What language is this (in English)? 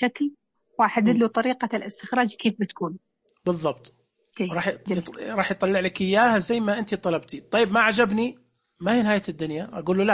Najdi Arabic